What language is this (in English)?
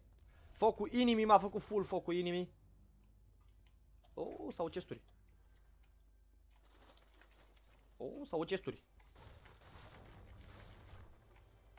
Romanian